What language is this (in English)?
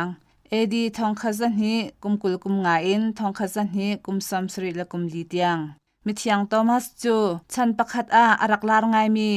Hakha Chin